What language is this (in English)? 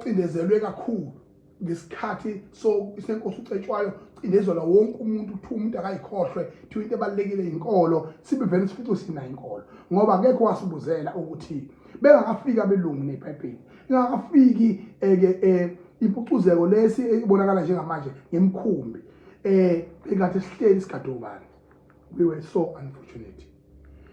Zulu